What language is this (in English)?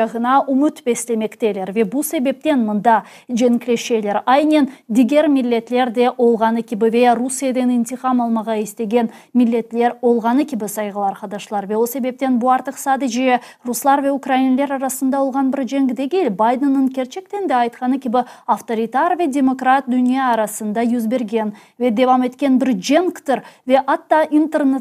Crimean Tatar